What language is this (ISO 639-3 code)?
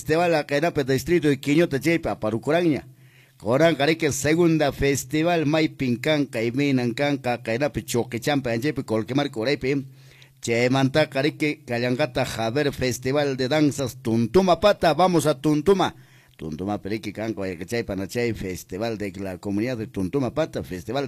que